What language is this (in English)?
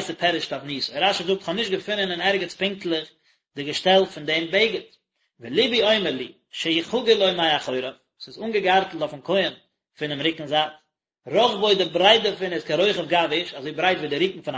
Yiddish